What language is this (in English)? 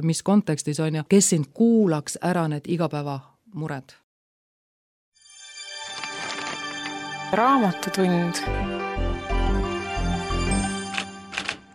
Estonian